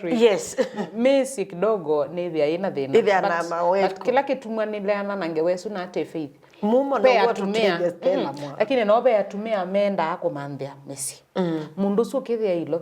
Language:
Kamba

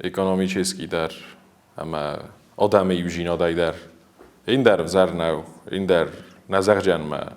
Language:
Ossetic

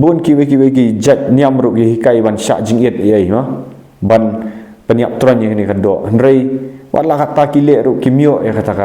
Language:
Khasi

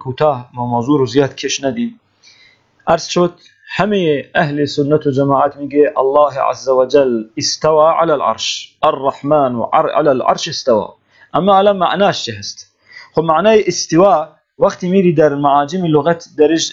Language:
Persian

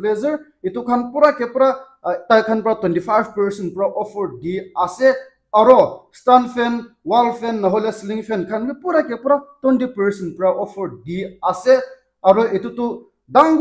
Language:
Naga Pidgin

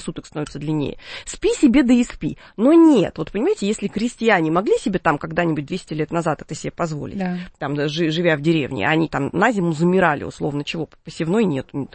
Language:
Russian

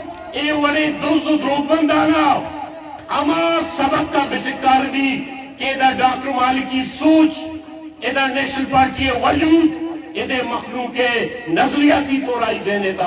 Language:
Baluchi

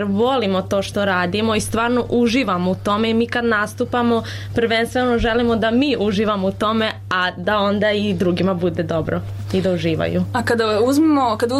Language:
Serbian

